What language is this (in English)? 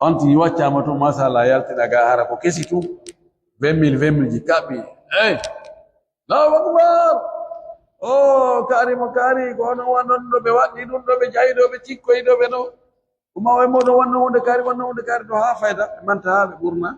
Pular